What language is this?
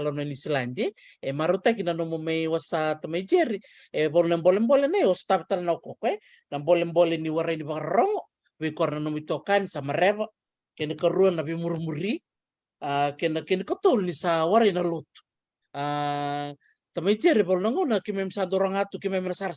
Fijian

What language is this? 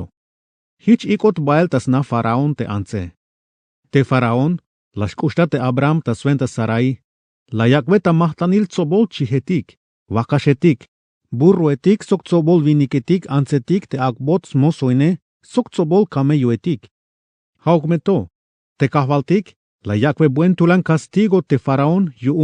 Tzeltal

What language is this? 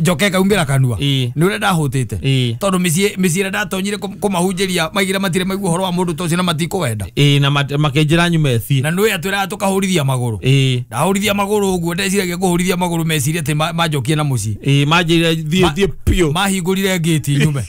Kikuyu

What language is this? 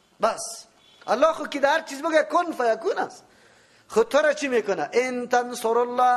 Persian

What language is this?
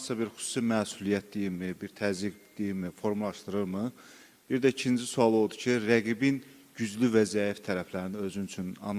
Azerbaijani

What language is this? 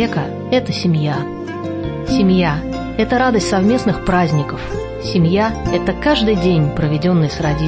Russian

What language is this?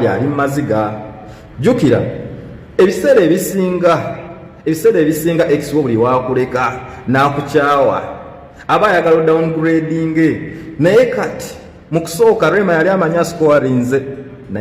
Ganda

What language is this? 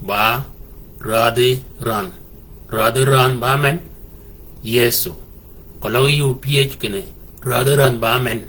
Shilluk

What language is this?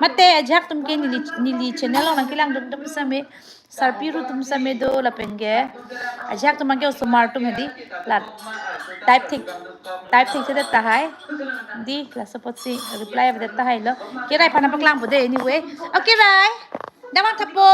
Karbi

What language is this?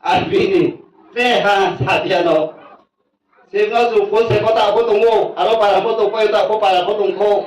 Riang (India)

